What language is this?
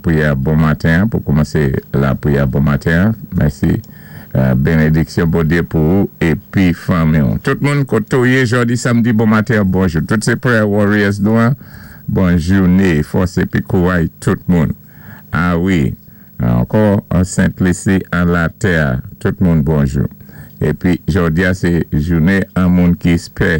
Saint Lucian Creole French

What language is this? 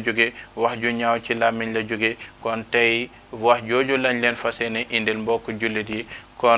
Wolof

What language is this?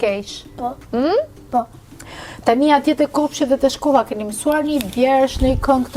Albanian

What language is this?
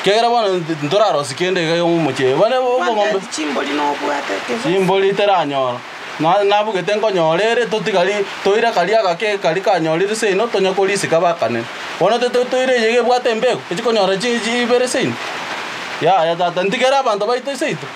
Gusii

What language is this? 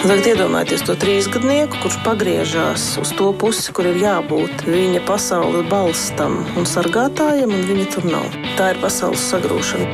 Latvian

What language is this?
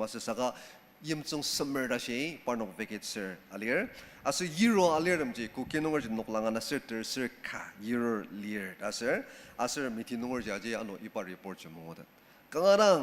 Ao Naga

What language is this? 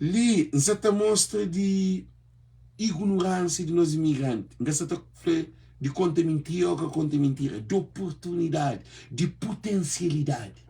Kabuverdianu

